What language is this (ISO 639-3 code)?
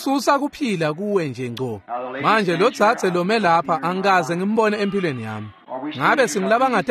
ssw